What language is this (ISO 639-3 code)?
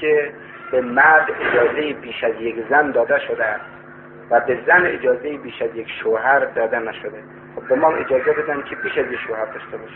fas